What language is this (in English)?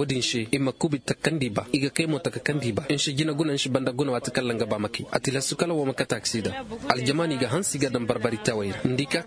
Koyraboro Senni